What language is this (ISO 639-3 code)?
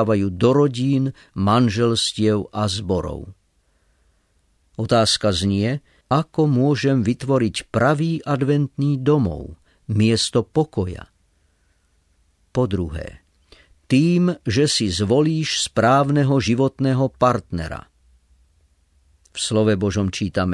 slk